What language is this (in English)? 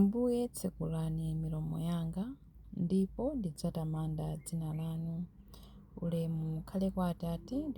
Nyanja